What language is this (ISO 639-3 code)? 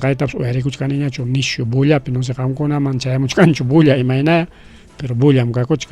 quy